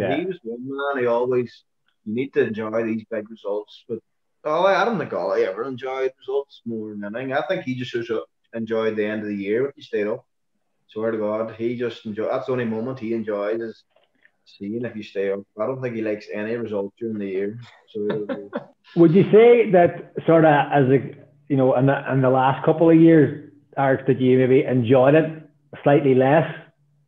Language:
English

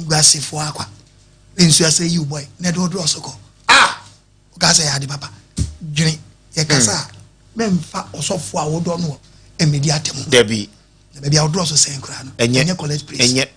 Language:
Akan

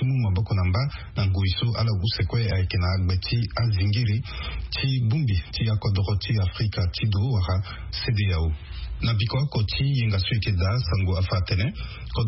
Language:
Sango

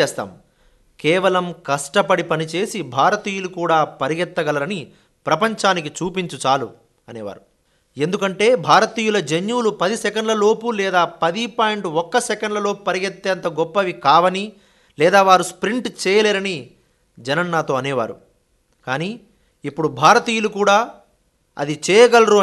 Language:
Telugu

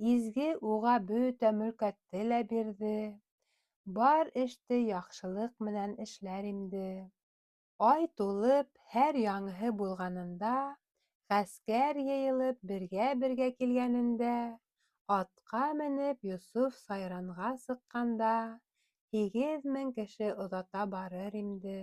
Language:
Bashkir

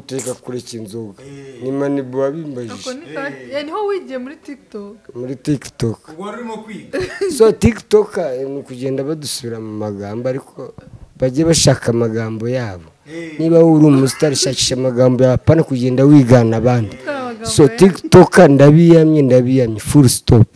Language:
Kinyarwanda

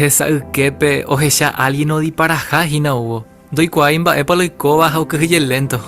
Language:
Guarani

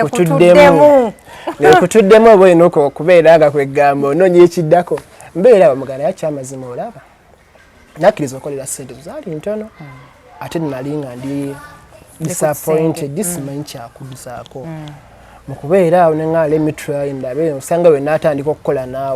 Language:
Ganda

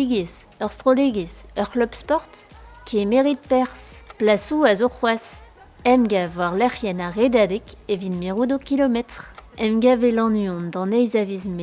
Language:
Breton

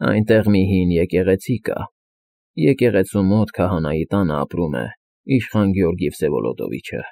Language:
Armenian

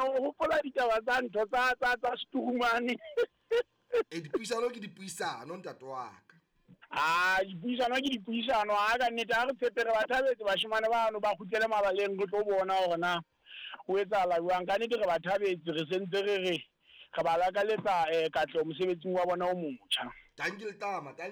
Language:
Southern Sotho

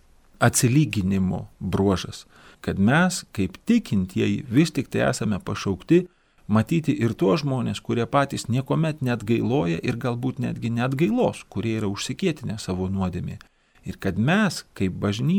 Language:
Lithuanian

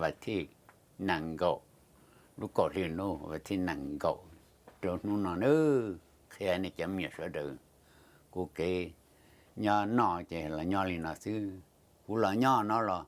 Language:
Hmong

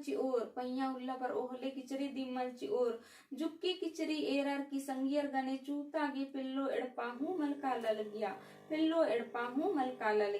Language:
Kurukh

